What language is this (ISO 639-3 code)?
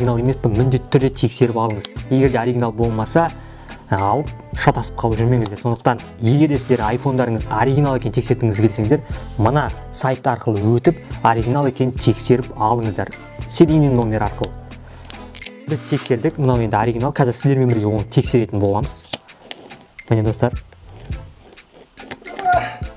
kaz